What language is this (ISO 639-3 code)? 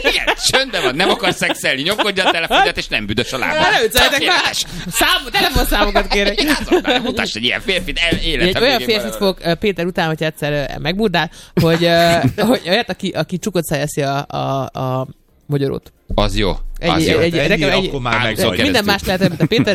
hun